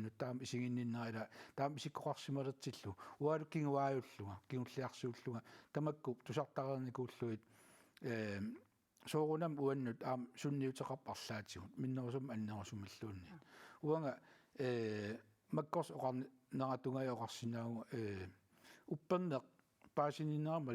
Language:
Kalaallisut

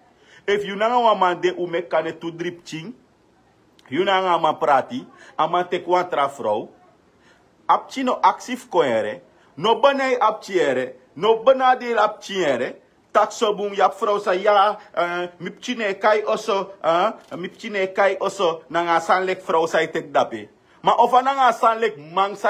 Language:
Sranan Tongo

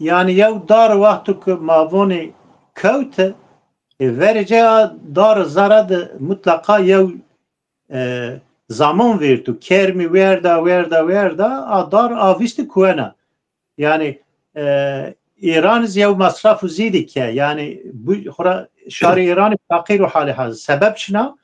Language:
Zaza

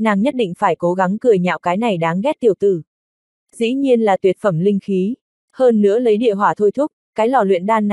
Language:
Vietnamese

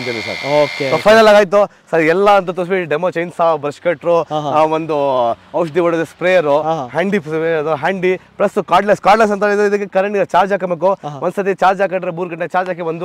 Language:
Kannada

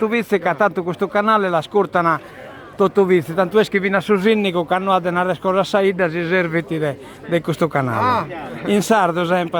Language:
Sardinian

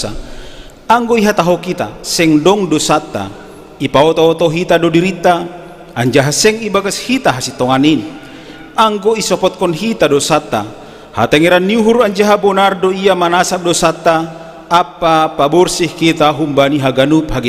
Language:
Batak Simalungun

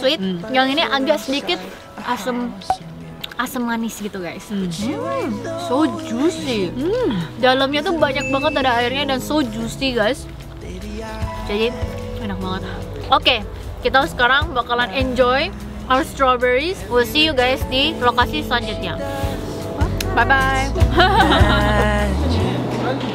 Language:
Indonesian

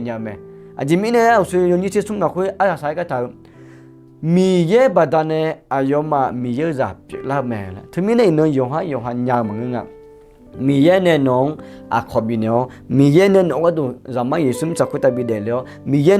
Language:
Akha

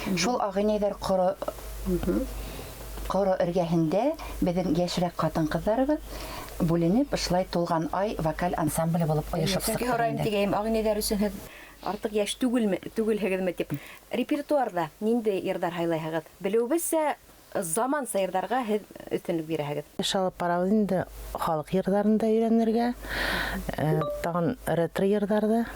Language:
Bashkir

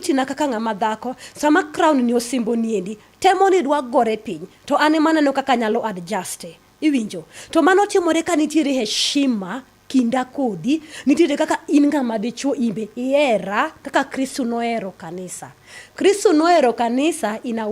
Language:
Luo (Kenya and Tanzania)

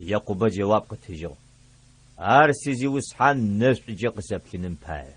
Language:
Adyghe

